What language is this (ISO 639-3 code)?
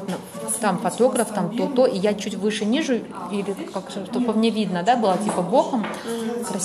rus